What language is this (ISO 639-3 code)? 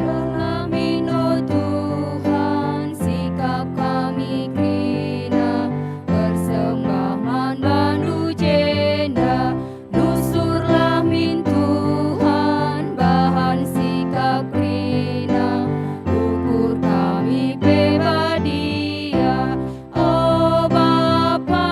btx